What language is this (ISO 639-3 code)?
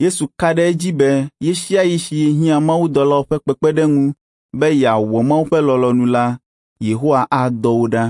ewe